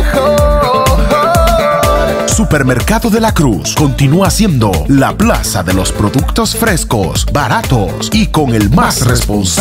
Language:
Spanish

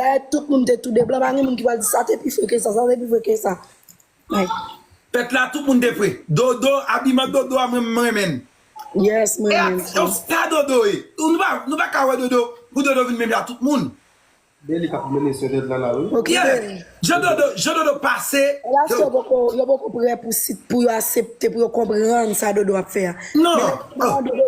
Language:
Haitian Creole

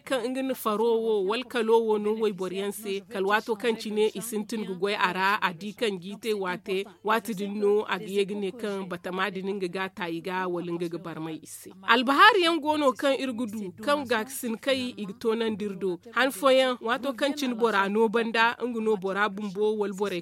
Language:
Zarma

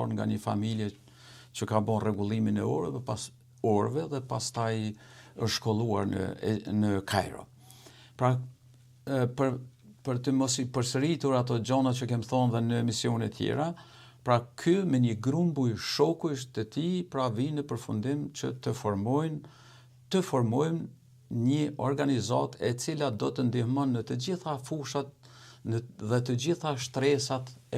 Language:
Albanian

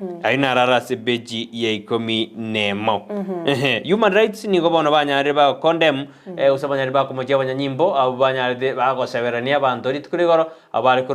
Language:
Gusii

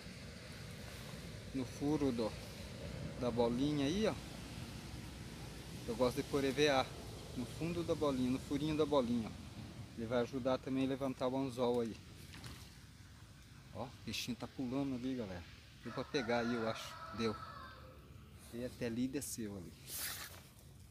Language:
Portuguese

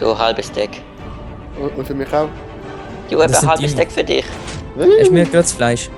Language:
Swiss German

